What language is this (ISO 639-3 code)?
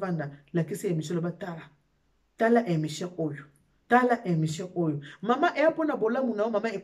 lin